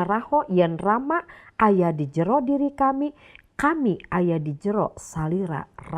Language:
Sundanese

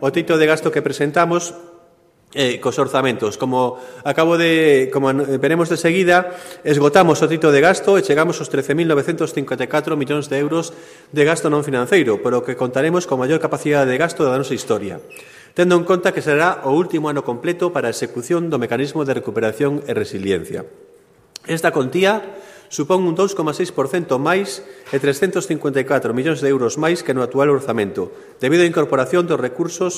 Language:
Galician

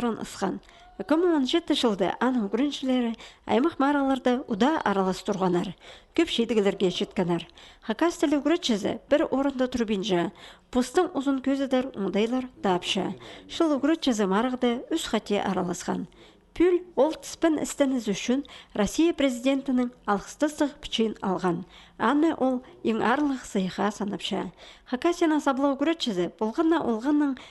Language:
Khakas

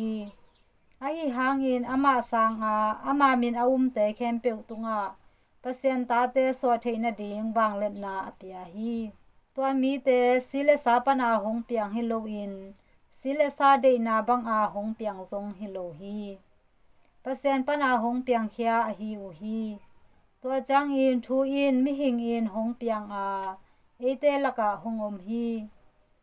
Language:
Tedim Chin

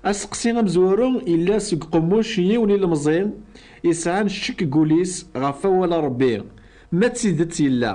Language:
Kabyle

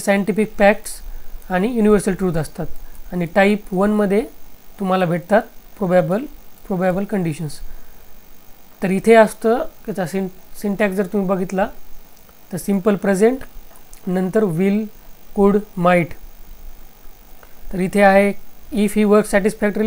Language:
Marathi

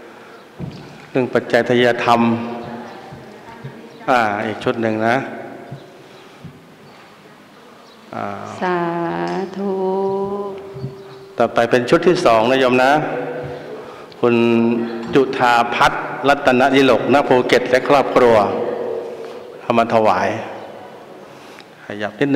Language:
Thai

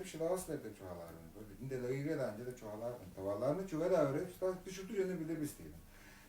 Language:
Tuvinian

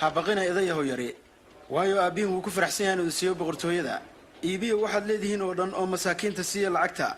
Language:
Somali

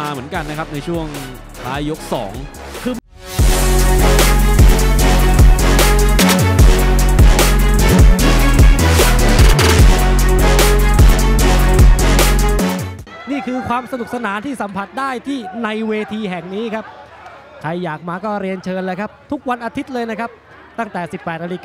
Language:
Thai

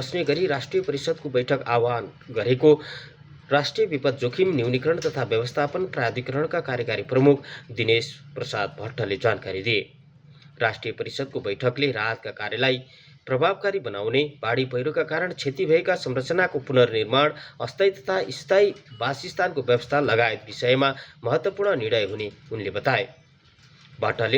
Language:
Nepali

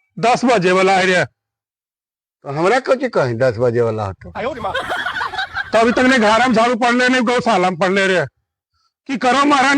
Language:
Magahi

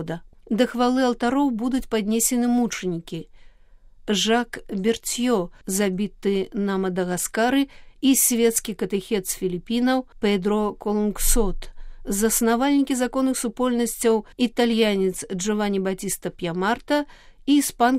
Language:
Belarusian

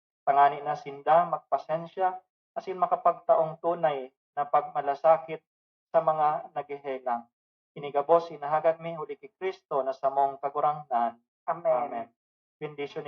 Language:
Bikol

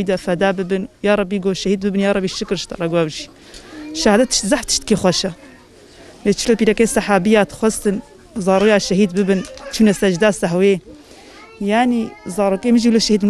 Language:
Kurdish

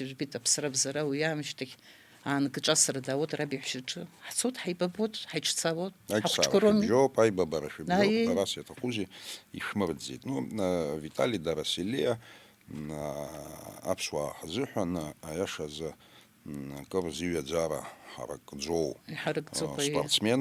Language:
Abkhazian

